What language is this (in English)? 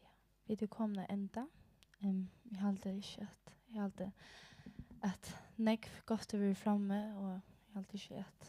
Faroese